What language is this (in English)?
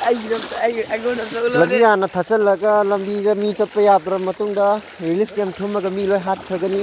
Manipuri